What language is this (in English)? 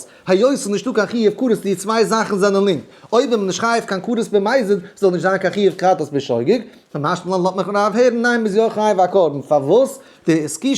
Yiddish